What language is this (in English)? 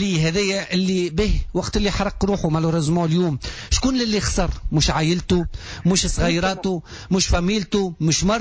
Tunisian Arabic